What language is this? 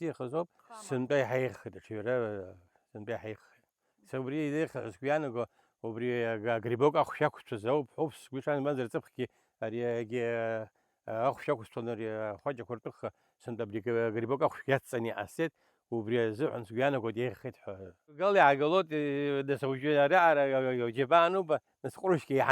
Abkhazian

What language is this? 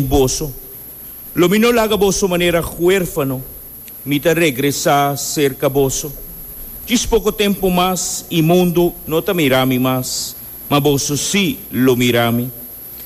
Papiamento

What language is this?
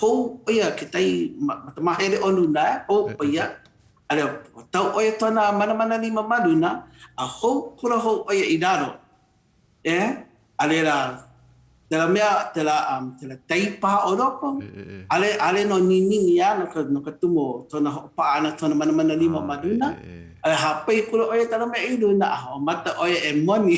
Hawaiian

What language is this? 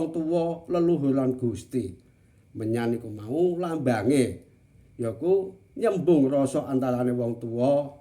Javanese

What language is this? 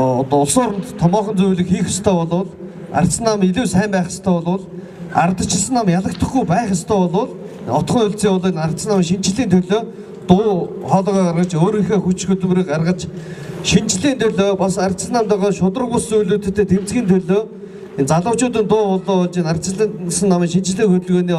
Mongolian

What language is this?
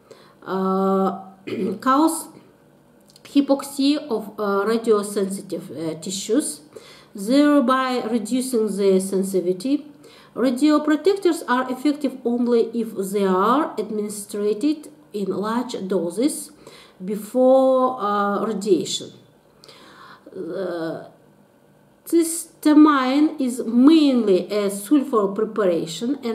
English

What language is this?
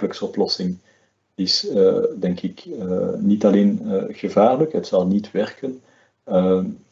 Dutch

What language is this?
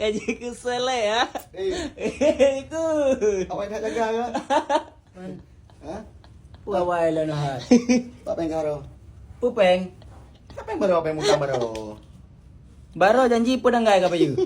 Achinese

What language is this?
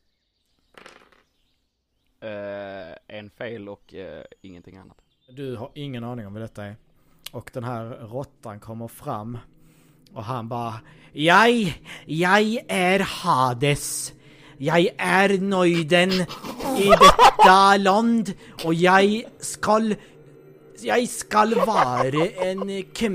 Swedish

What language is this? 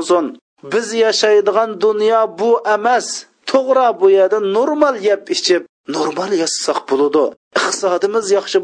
Uyghur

